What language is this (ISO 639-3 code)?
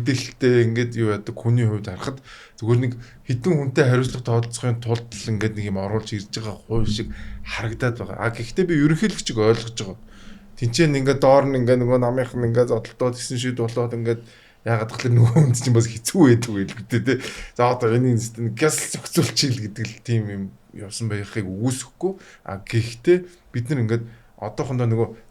mon